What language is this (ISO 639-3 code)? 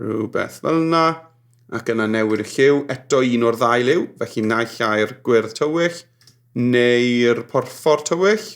cym